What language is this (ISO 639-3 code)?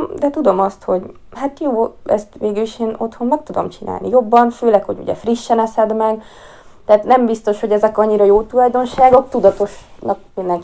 hun